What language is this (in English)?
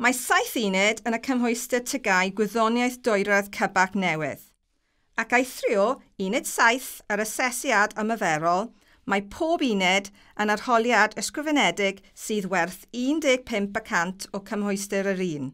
Welsh